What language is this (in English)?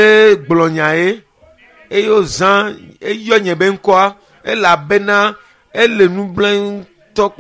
Ewe